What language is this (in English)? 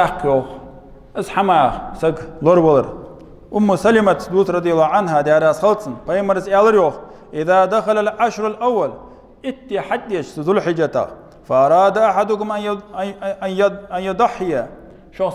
Ingush